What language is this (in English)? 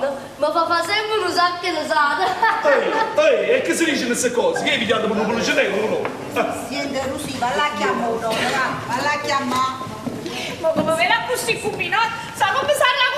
Neapolitan